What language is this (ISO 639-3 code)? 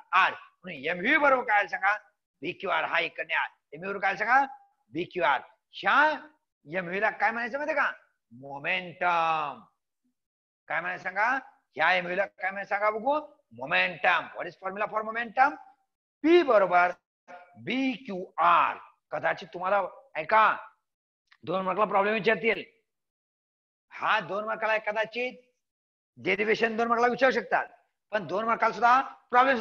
mar